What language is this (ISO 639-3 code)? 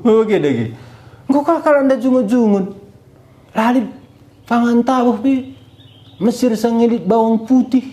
btx